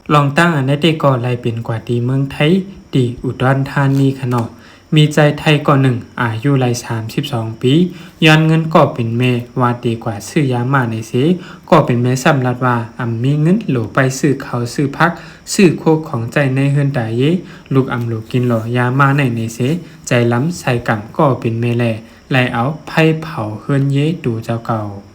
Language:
Shan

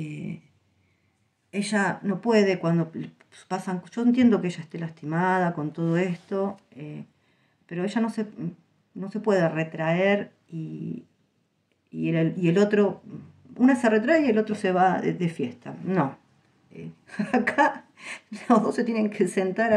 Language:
Spanish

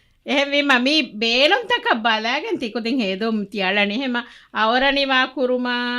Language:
Divehi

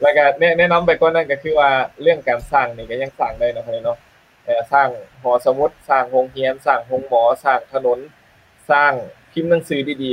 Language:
Lao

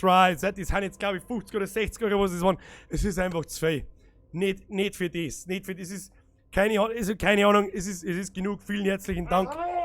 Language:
Bavarian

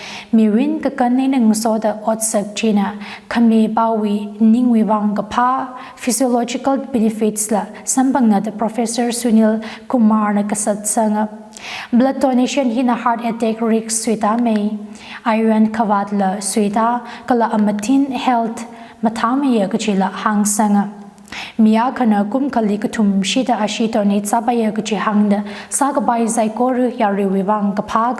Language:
Tangkhul Naga (India)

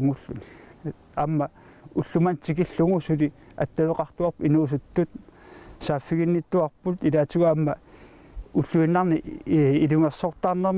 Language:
Kalaallisut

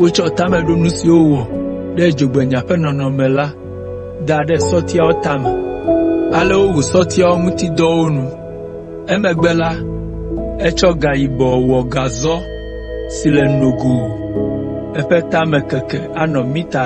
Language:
Ewe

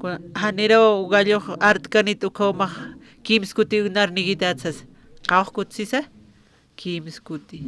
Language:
Aymara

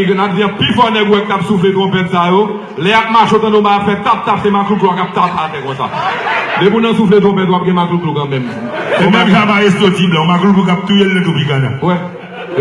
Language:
Haitian Creole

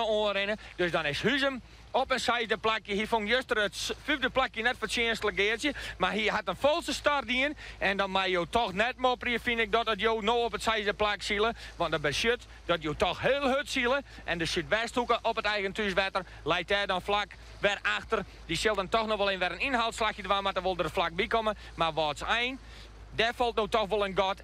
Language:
Western Frisian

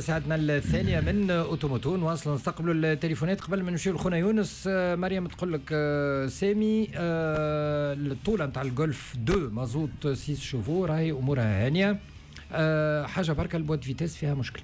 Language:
Tunisian Arabic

